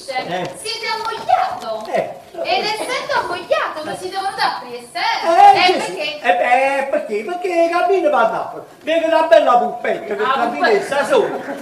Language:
Neapolitan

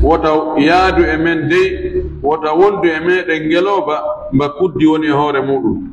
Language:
Fula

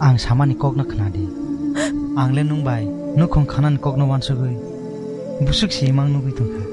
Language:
Kok Borok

